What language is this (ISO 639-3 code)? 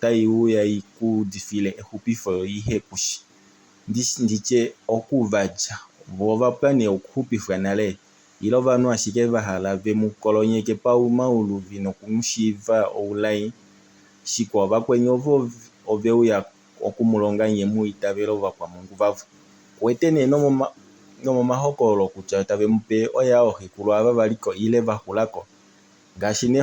kua